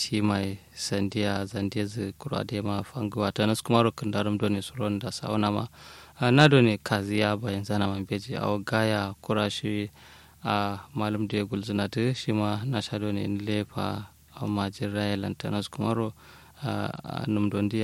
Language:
Kanuri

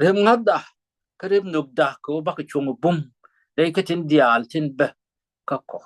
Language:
Nuer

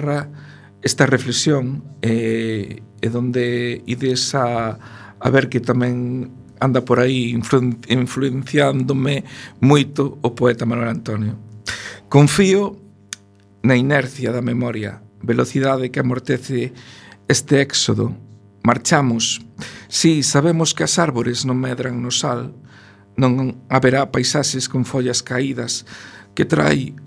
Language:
Galician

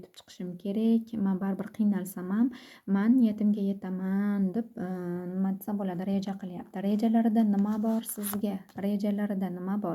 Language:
Uzbek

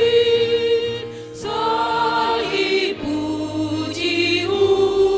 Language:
Batak Simalungun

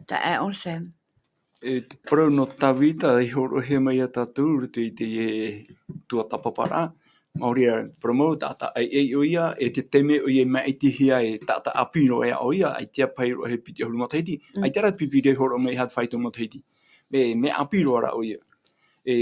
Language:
Tahitian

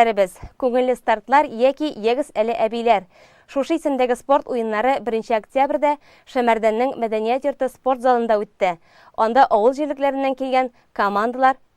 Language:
Tatar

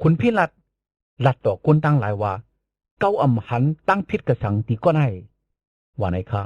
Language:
Shan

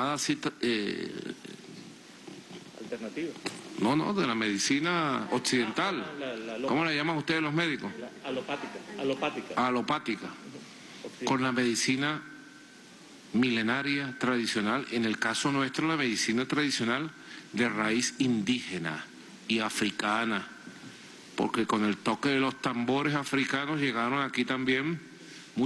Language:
Spanish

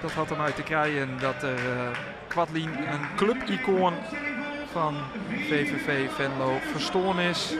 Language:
Western Frisian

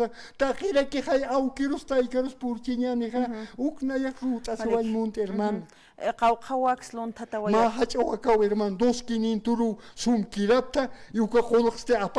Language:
Aymara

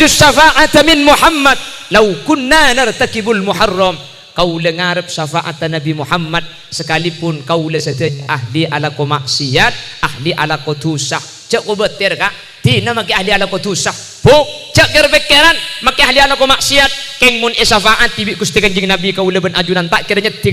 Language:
Madurese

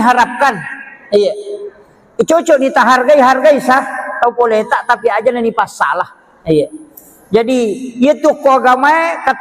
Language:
Buginese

